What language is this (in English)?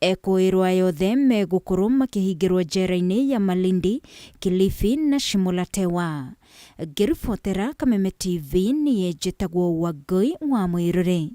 Kikuyu